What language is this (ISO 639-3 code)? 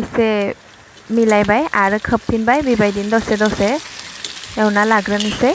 brx